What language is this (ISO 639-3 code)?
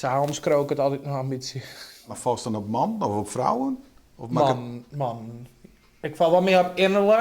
fry